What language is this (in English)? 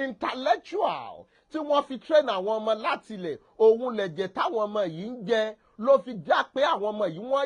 Yoruba